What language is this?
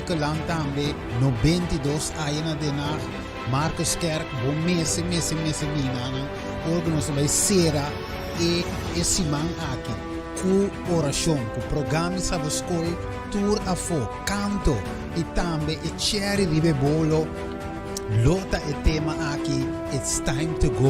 Papiamento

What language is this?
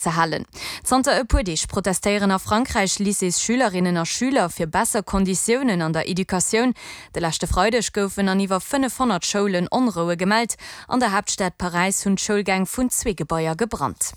Luxembourgish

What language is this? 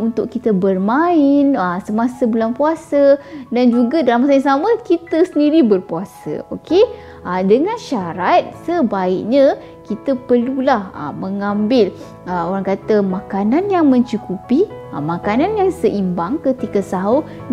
Malay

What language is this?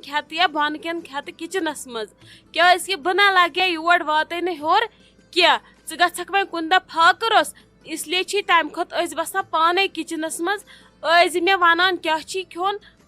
Kashmiri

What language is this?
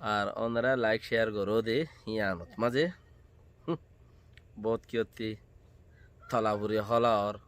Rohingya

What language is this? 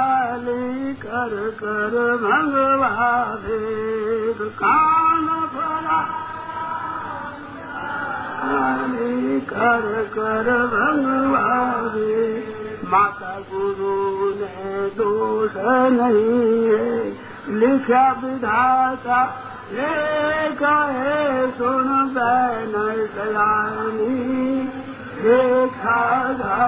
Hindi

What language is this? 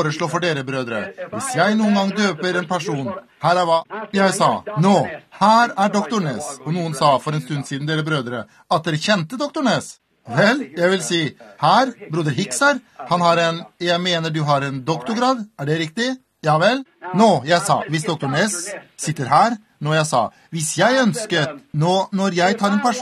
Norwegian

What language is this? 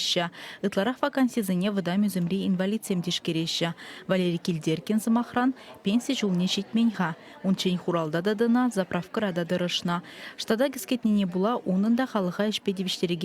Chuvash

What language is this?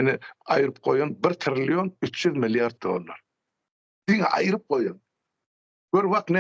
Turkmen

